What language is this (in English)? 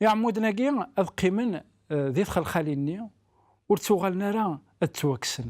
Kabyle